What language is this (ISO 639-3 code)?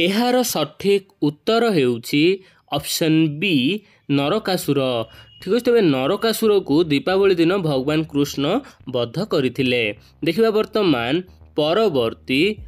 ori